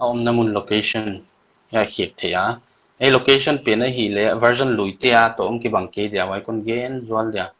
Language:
Paite Chin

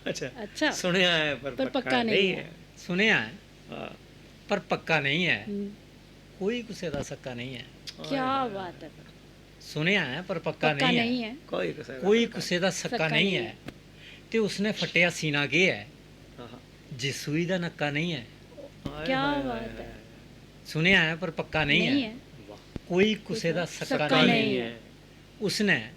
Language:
Dogri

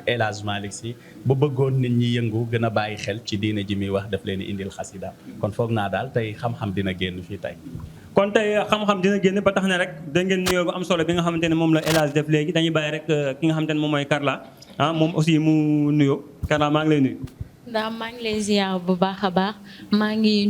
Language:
Wolof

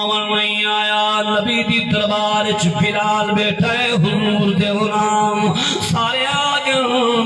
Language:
Saraiki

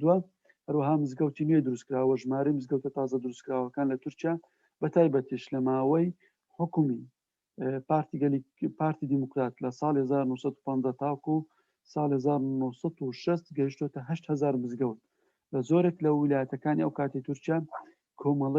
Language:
Central Kurdish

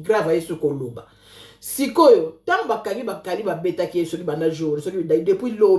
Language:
Lingala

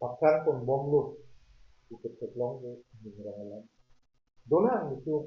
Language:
Karbi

